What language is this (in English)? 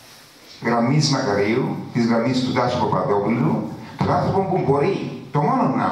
Greek